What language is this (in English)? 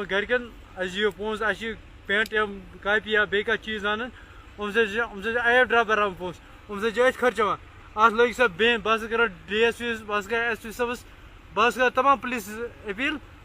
Kashmiri